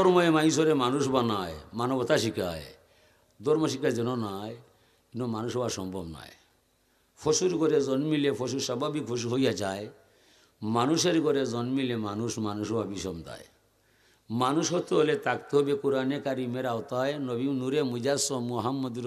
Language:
Sylheti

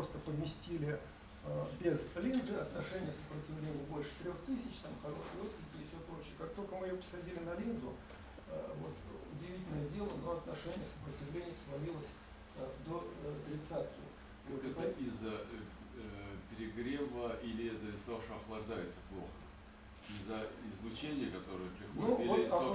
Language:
Russian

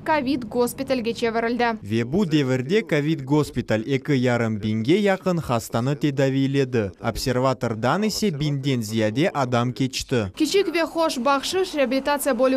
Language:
Crimean Tatar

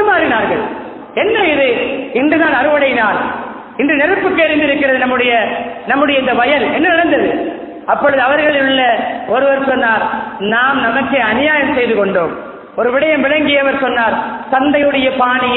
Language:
Tamil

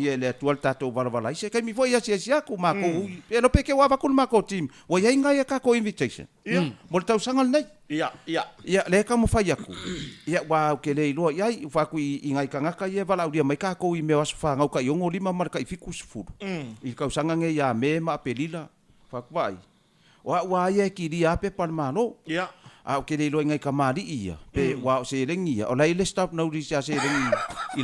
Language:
Samoan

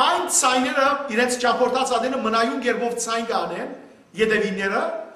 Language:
Western Armenian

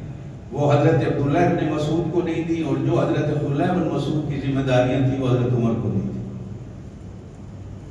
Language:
Urdu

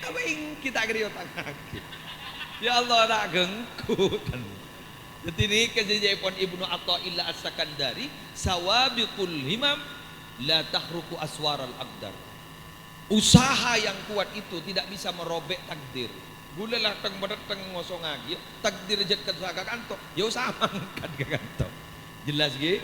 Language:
Madurese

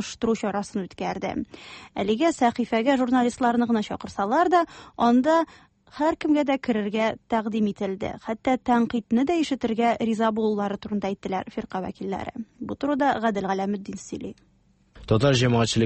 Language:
Tatar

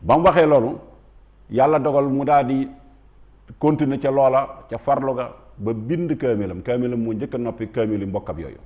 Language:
Wolof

